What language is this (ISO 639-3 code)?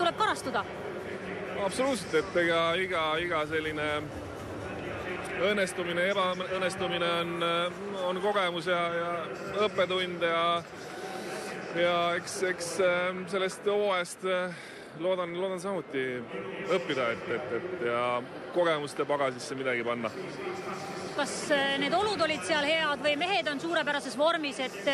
est